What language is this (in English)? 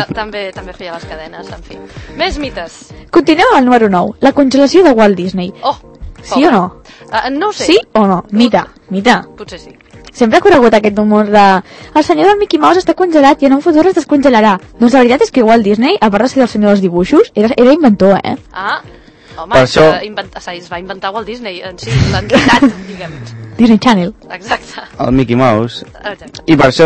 Catalan